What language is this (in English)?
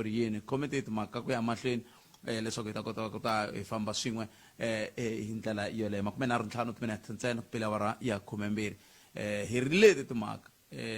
Tsonga